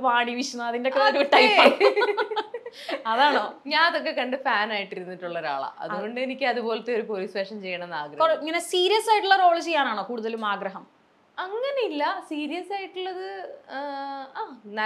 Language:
Malayalam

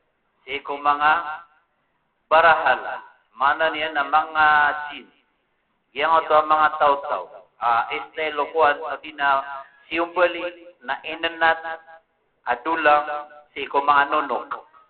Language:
Maranao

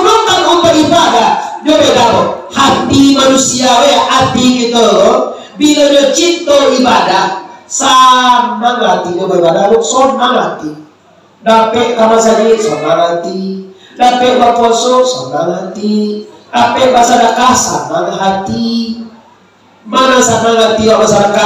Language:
Minangkabau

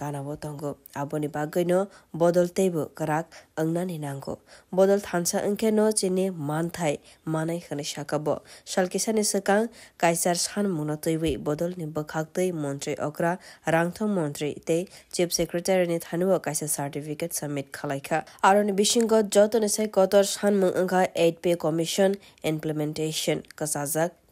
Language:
Kok Borok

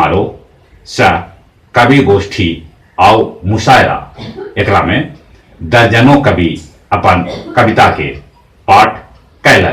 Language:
Magahi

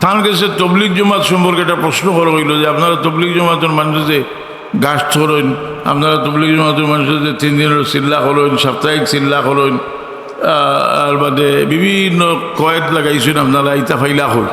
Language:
Sylheti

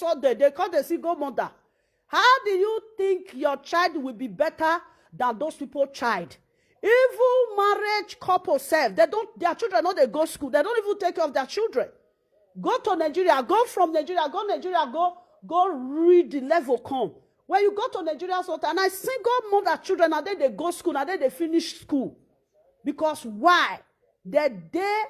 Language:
Nigerian Pidgin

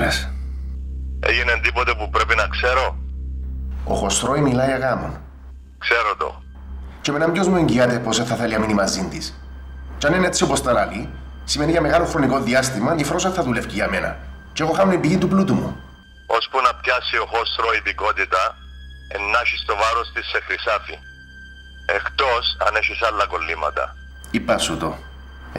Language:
Greek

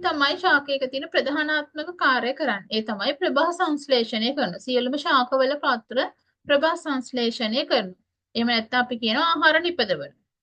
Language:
Sinhala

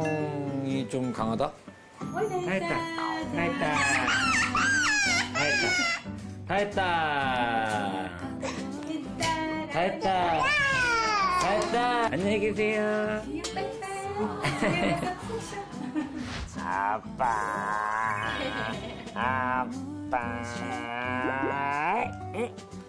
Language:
Korean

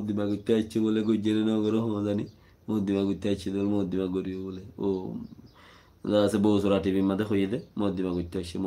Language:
Rohingya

